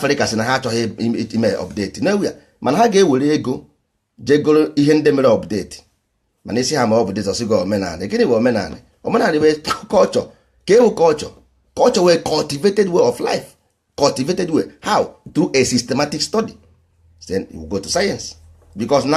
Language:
Igbo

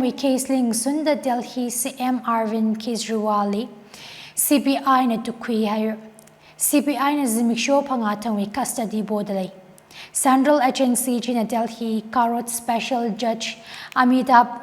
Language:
Tangkhul Naga (India)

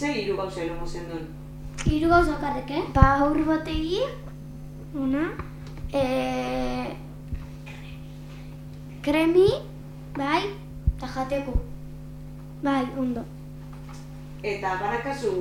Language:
Basque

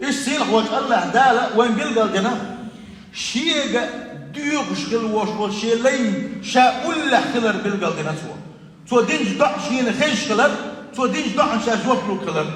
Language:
Chechen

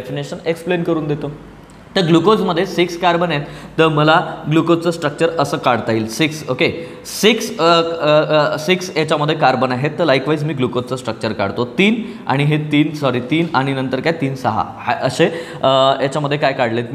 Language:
Marathi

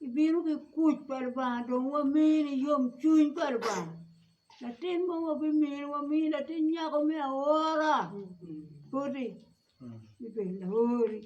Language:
Acoli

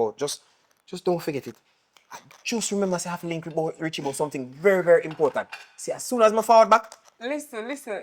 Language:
Jamaican Creole English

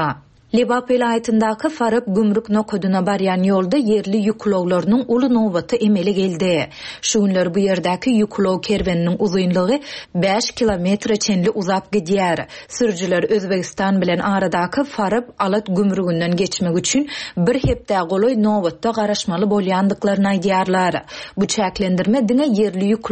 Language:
Turkmen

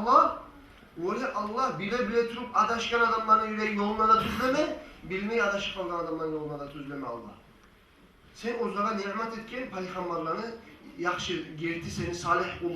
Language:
Kumyk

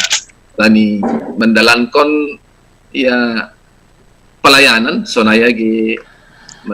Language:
Batak Simalungun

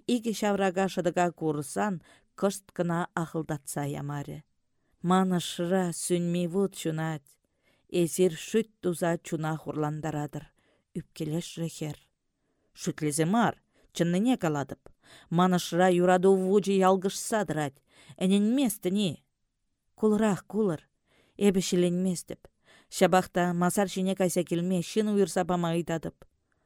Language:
Chuvash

